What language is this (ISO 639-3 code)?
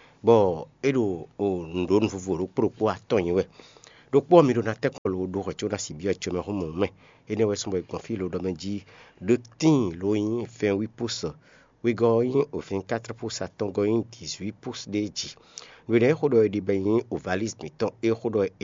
fon